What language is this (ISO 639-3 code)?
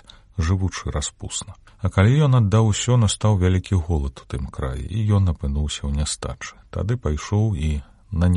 bel